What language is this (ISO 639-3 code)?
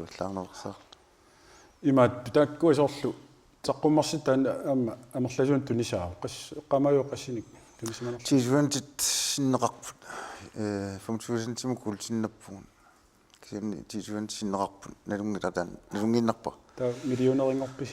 kal